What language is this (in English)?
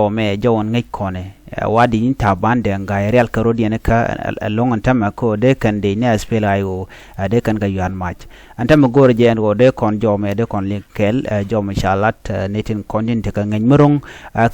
Nuer